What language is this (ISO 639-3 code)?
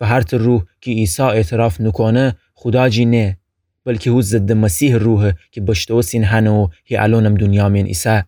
glk